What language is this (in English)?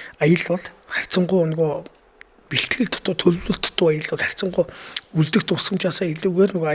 Mongolian